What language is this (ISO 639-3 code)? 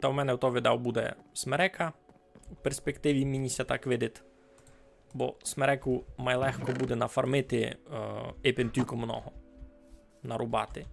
rue